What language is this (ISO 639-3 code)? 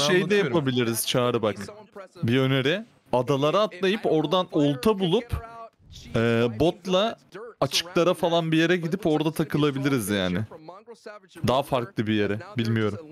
tur